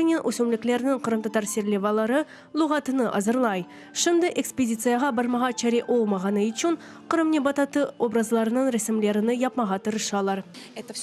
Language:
Crimean Tatar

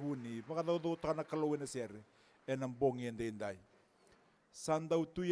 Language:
Fijian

